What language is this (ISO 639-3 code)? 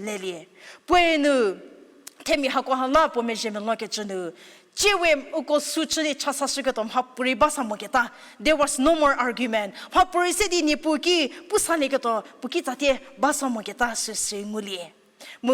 njm